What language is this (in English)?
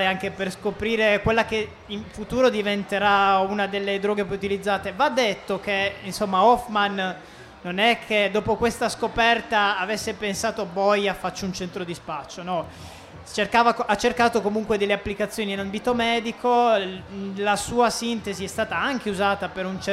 Italian